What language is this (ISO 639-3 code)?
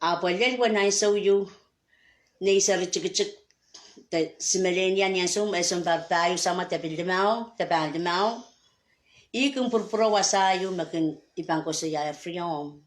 pon